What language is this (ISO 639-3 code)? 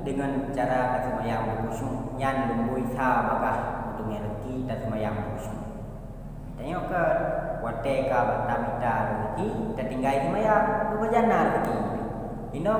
ace